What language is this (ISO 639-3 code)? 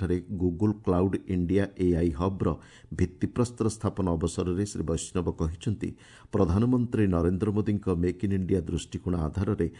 ori